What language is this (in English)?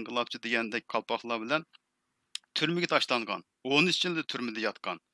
Uyghur